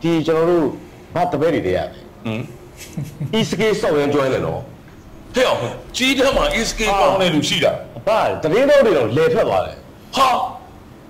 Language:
Burmese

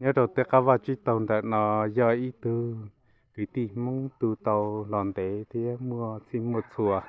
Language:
Hmong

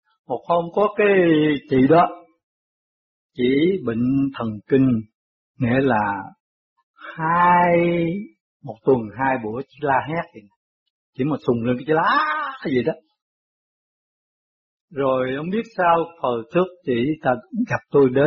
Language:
Vietnamese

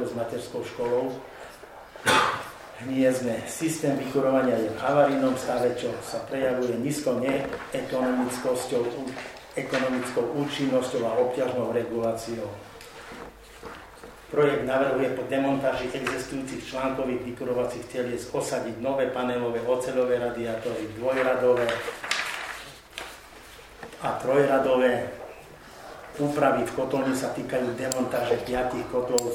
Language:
Slovak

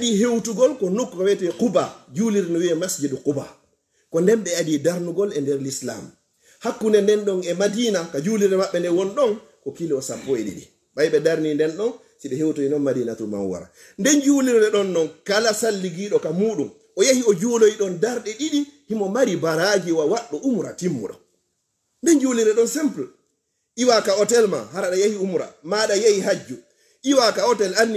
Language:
Fula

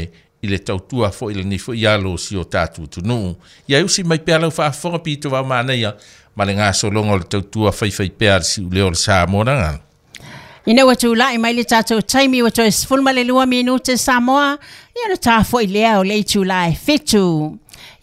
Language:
Samoan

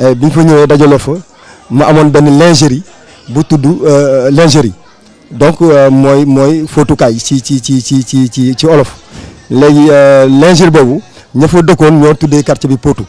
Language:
Wolof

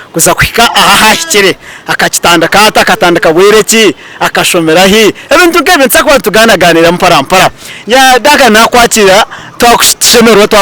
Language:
Nyankole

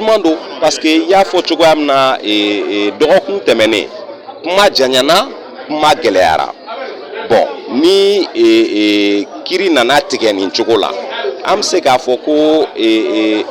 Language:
Bambara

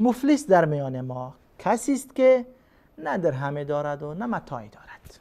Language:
Persian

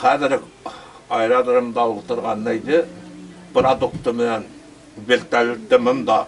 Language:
Bashkir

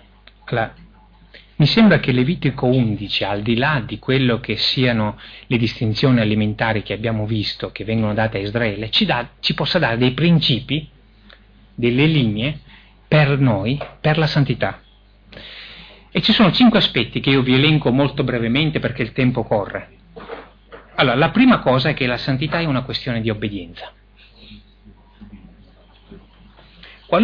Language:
Italian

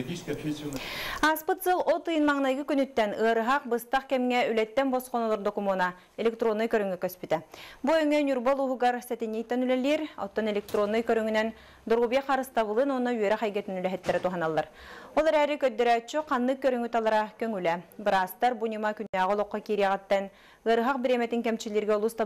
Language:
Yakut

